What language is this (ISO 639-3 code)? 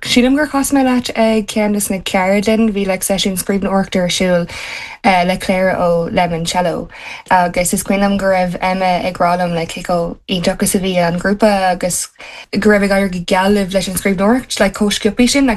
gle